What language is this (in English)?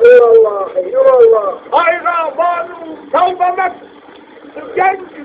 Zaza